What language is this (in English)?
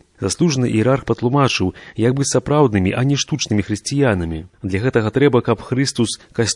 Belarusian